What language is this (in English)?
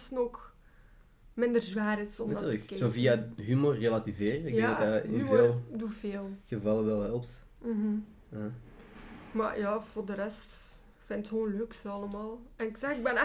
Dutch